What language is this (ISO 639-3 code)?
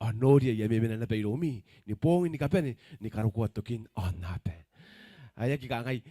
gil